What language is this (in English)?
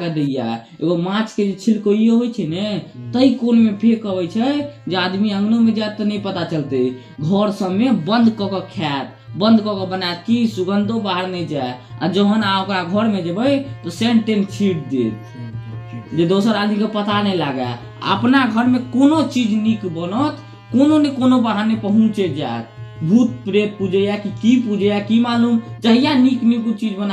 Maithili